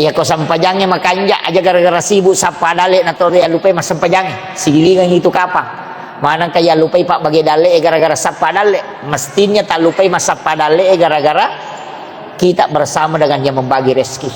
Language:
Buginese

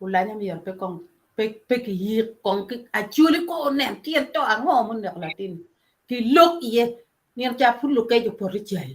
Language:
Acoli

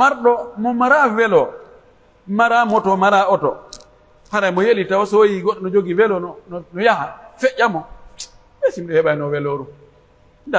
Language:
Pular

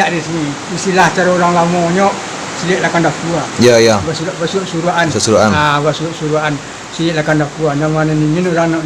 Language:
Minangkabau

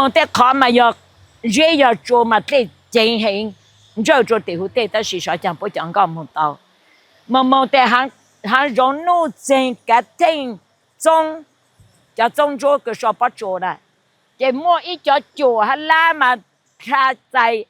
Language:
Hmong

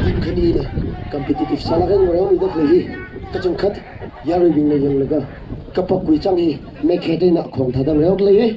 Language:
Tangkhul Naga (India)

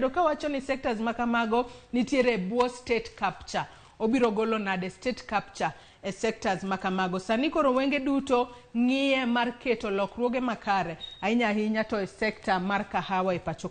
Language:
Luo (Kenya and Tanzania)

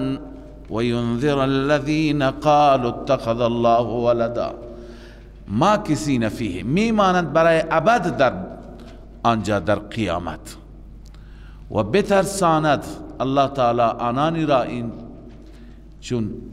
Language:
Persian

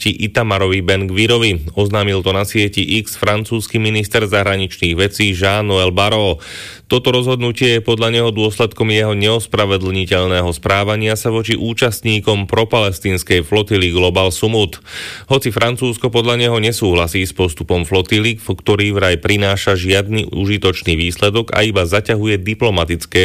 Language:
Slovak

